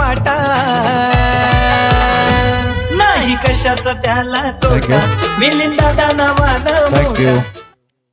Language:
Marathi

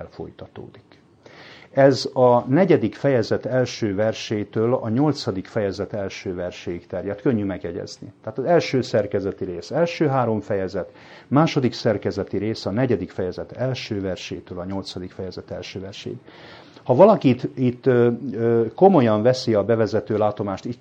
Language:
Hungarian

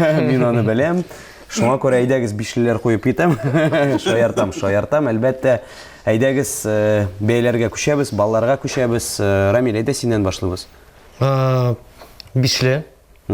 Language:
Tatar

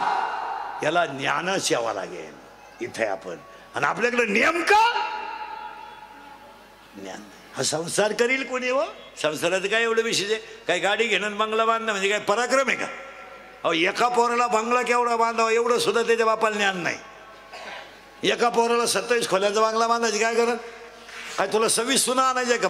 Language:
Marathi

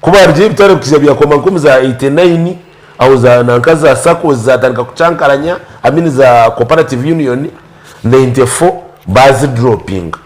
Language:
Nyankole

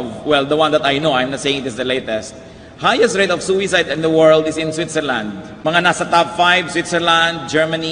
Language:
Filipino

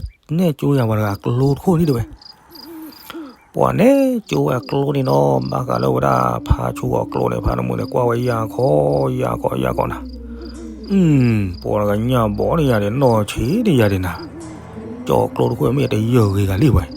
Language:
S'gaw Karen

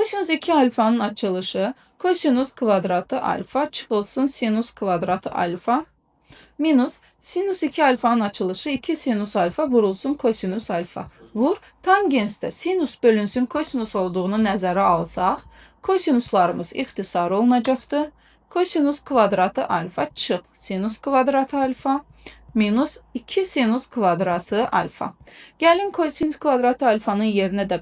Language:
Azerbaijani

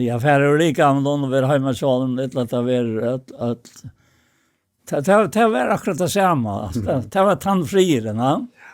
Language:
Faroese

